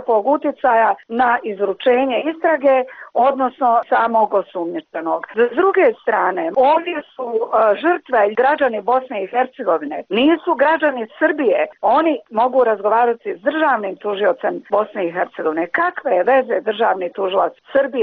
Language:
Bosnian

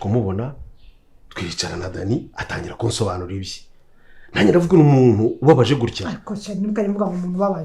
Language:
Kinyarwanda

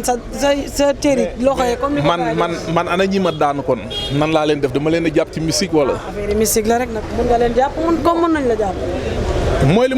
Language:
Wolof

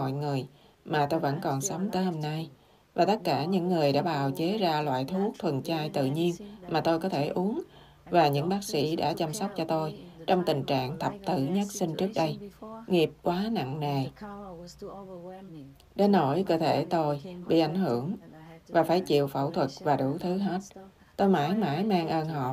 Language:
Vietnamese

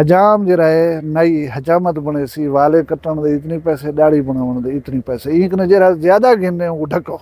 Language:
Saraiki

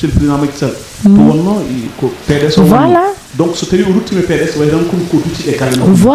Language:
Fula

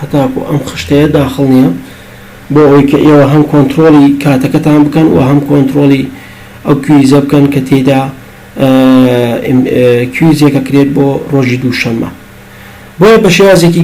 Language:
Central Kurdish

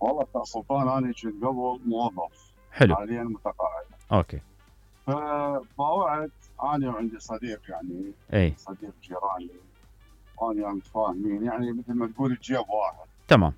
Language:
Mesopotamian Arabic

